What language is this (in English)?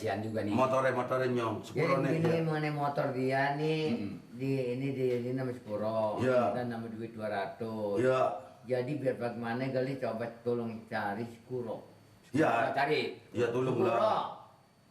Betawi